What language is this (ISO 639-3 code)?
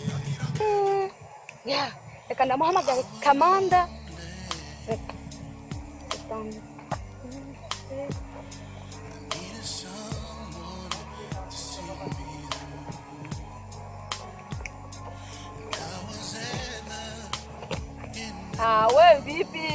run